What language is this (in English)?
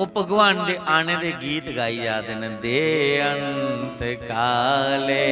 Dogri